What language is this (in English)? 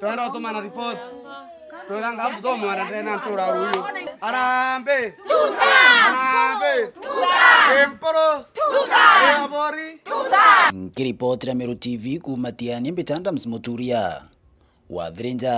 Meru